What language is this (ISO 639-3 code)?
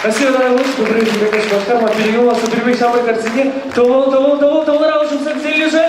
chv